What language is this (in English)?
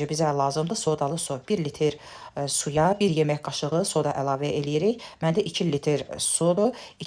Azerbaijani